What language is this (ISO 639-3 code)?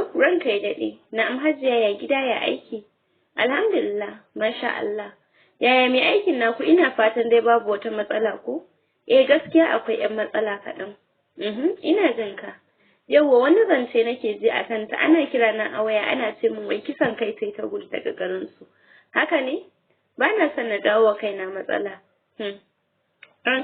hau